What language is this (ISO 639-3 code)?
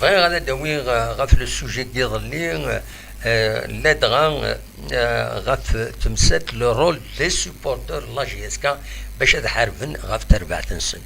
kab